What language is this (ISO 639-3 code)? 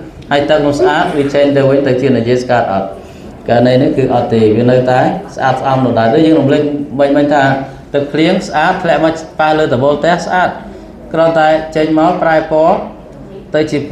khm